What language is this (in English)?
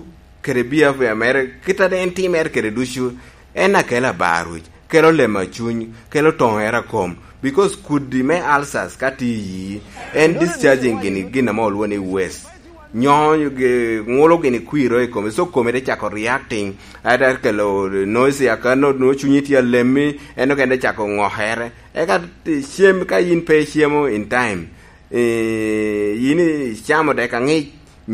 Lango (Uganda)